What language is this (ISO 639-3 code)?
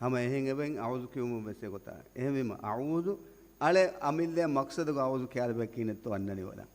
div